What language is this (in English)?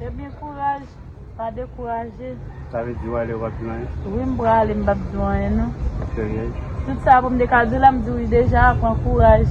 Haitian Creole